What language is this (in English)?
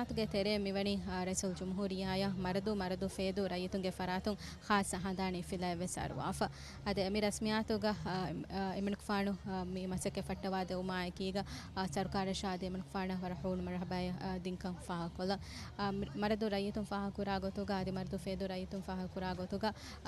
Divehi